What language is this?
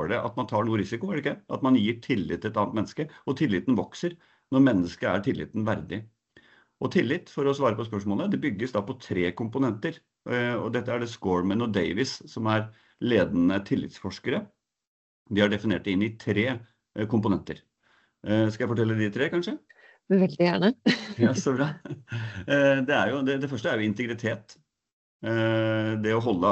Norwegian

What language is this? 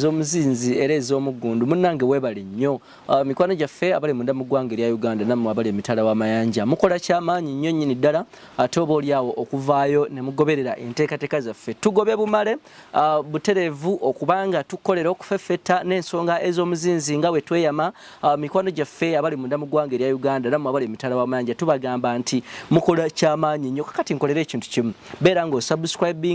Ganda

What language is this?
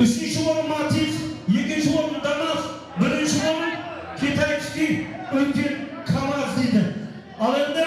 Kara-Kalpak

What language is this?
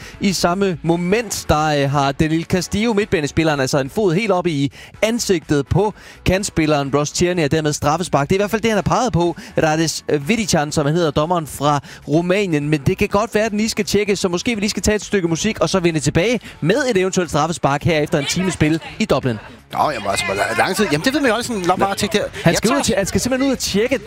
Danish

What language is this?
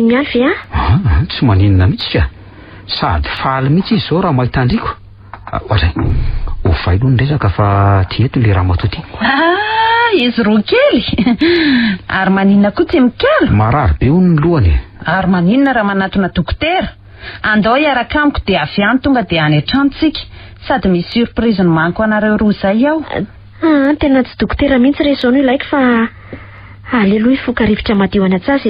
Malagasy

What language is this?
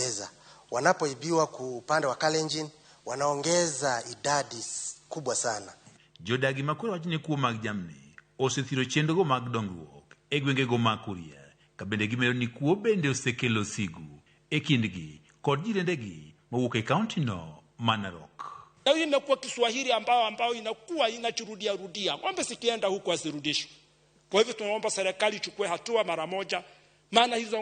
Luo (Kenya and Tanzania)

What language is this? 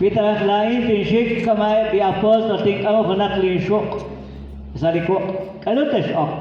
Kekchí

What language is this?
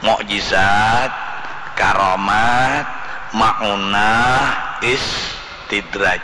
Banjar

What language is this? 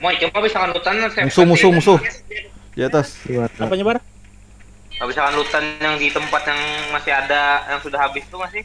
Banjar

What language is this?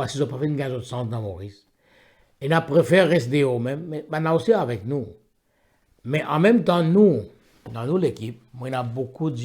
Morisyen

